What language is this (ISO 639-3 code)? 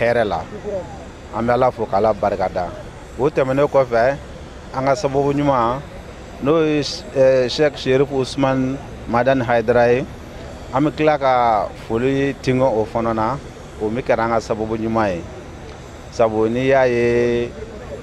bam